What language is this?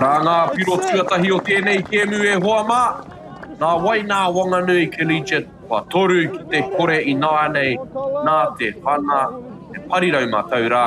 Māori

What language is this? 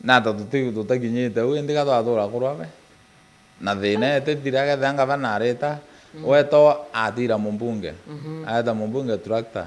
Meru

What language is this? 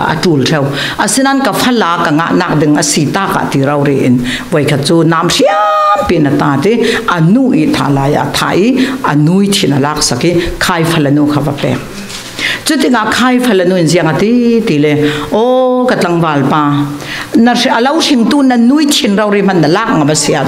Falam Chin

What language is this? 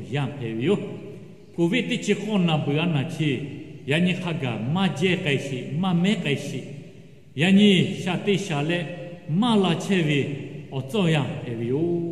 Lahu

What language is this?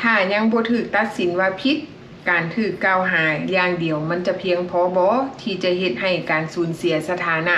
Lao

